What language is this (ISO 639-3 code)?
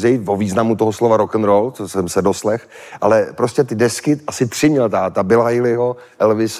ces